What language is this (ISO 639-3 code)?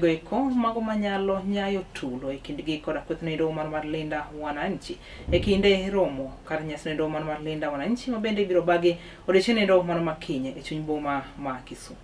luo